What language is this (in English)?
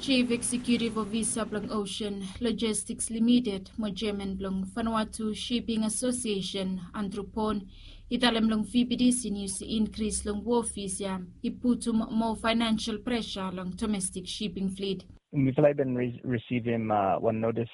Bislama